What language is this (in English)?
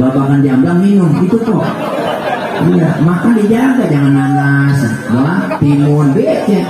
Betawi